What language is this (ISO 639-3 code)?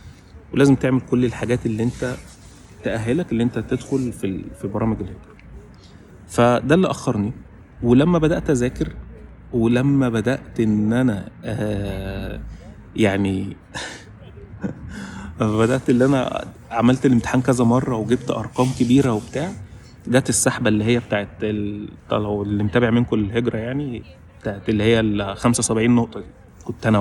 arz